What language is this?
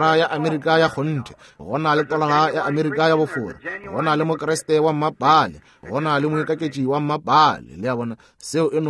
Northern Sotho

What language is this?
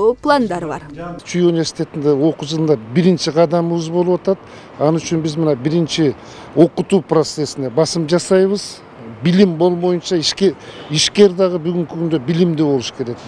Kyrgyz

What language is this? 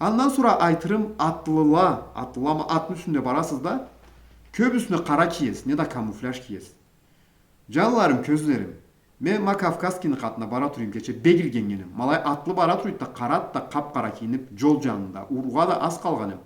Karachay-Balkar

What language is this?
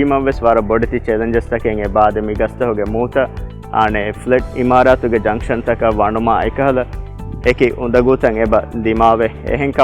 Divehi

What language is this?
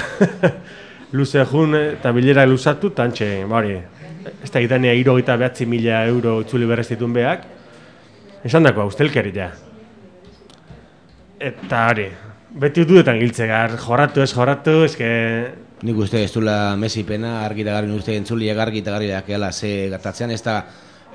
Basque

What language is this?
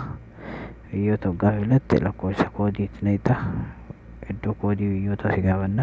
Oromo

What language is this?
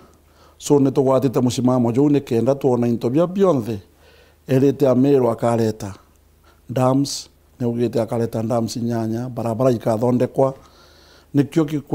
Meru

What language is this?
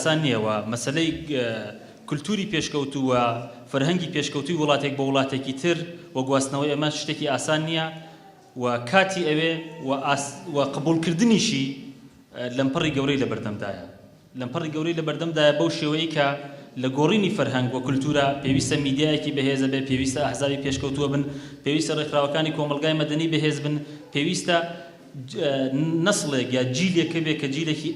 Central Kurdish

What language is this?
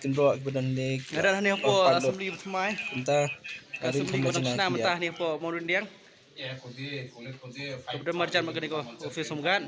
Khasi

